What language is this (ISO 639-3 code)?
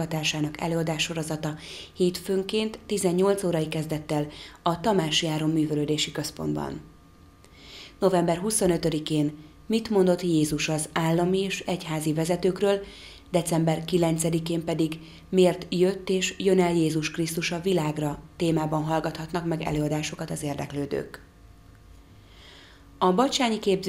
hun